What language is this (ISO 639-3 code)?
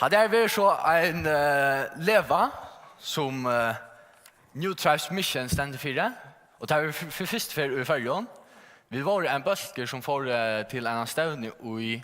fao